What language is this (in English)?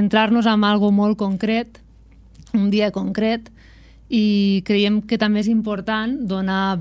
Catalan